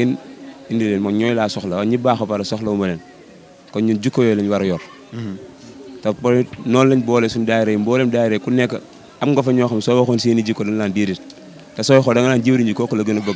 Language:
Wolof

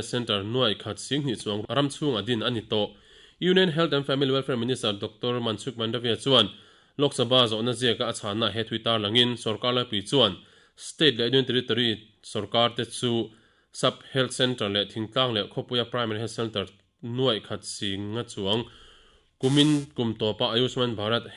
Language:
Mizo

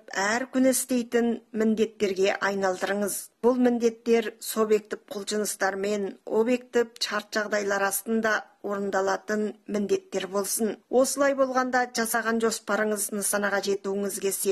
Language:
Kazakh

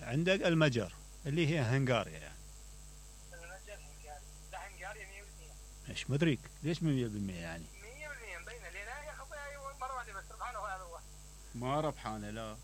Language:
Mesopotamian Arabic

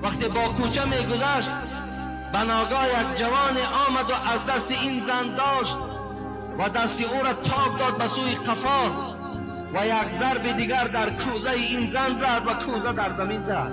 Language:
Tajik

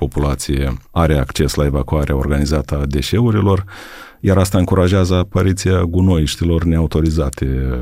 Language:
Romanian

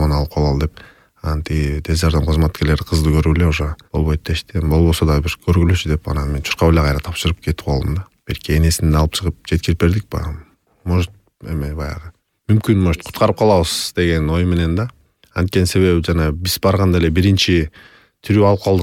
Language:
Kyrgyz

